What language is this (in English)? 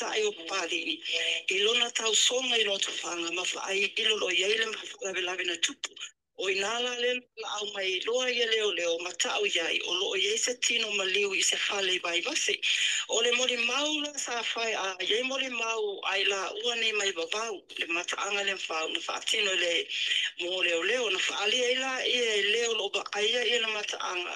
Samoan